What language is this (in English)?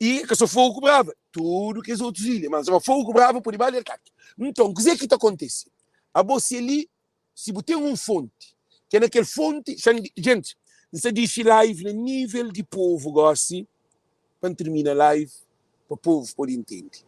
Kabuverdianu